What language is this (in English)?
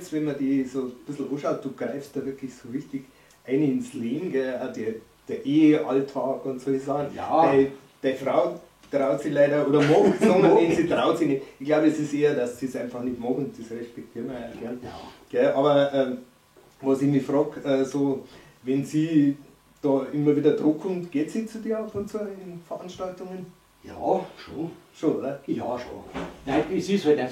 Bavarian